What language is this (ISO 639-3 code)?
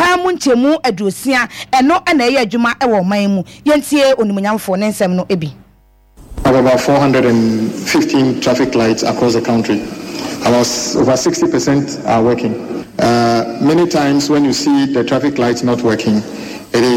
aka